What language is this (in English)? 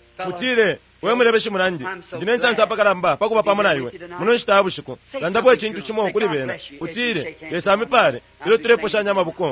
Bemba